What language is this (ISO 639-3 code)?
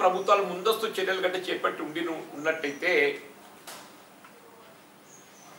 tel